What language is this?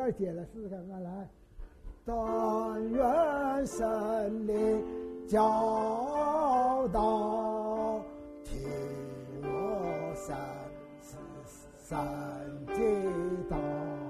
Chinese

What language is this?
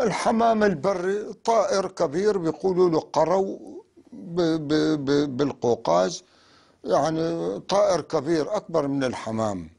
North Levantine Arabic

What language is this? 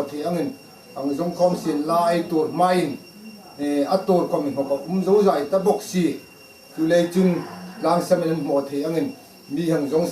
Hmar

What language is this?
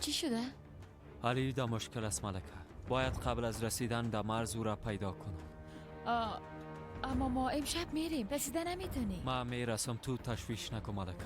Persian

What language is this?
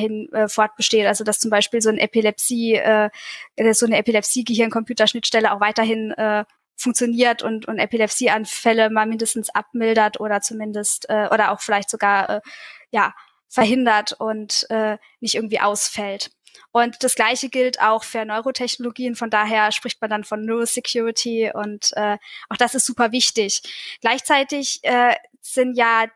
German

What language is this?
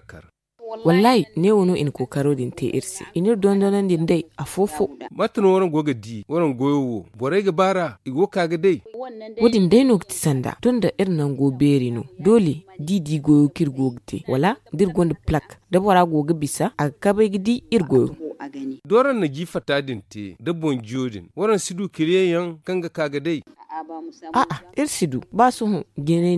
Zarma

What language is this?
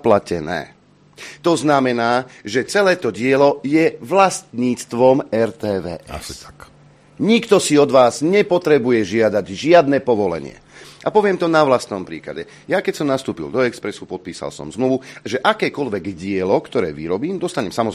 Slovak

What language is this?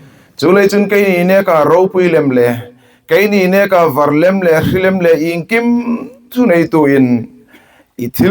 Hmar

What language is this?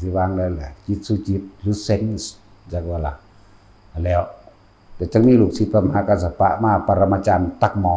Northeastern Thai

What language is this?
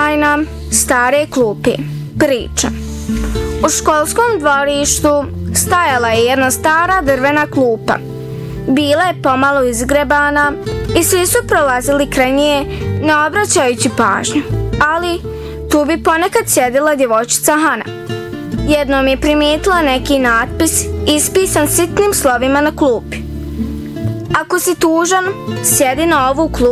Bosnian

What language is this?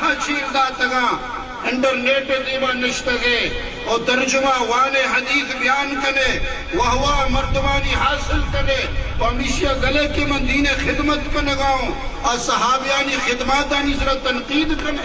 Eastern Balochi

